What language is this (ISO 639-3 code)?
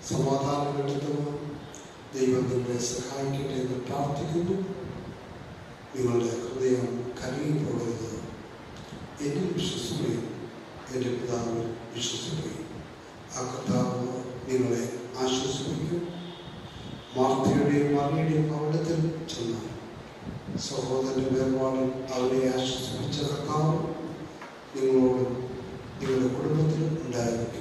mal